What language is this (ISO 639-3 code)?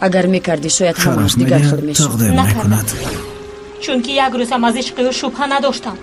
tgk